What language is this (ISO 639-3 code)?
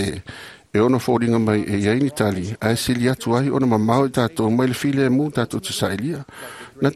smo